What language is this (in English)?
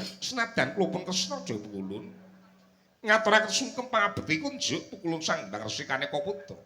Javanese